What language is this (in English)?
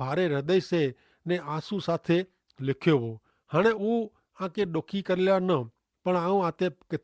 Kachhi